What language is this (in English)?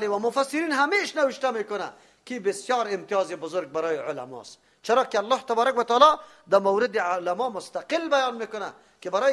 Persian